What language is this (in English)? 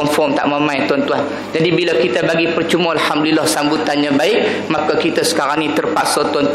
Malay